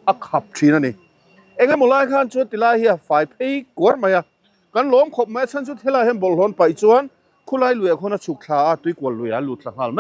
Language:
Mizo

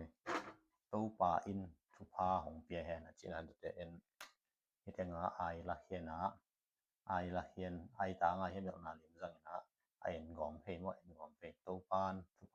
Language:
Tedim Chin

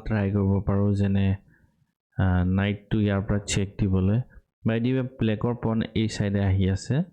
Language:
Assamese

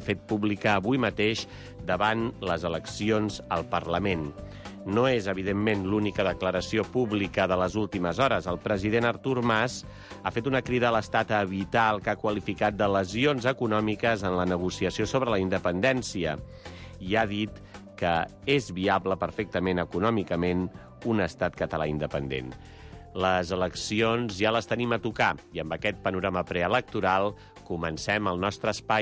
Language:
Catalan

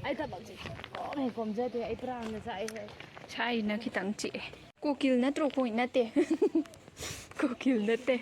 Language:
Manipuri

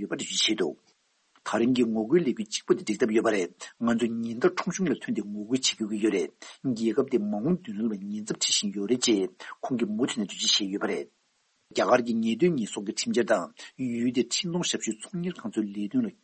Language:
Tibetan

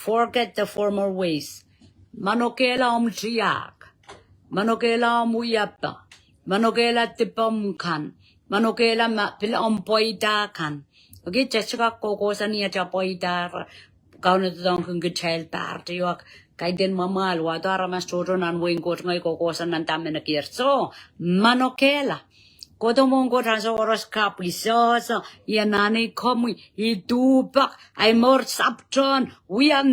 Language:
Pohnpeian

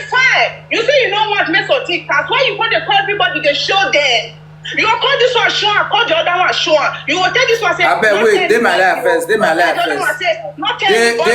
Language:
Nigerian Pidgin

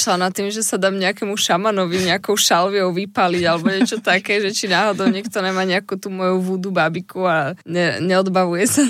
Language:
Slovak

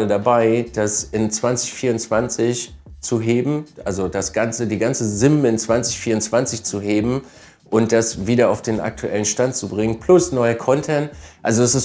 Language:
German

